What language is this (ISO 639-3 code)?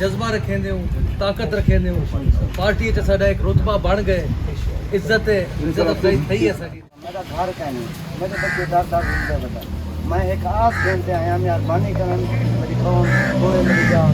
skr